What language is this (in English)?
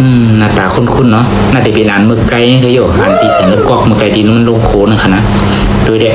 Shan